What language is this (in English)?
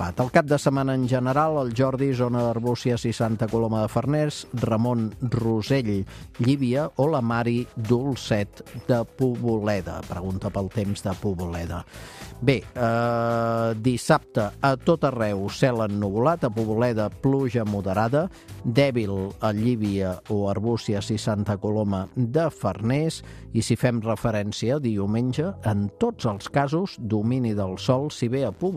Catalan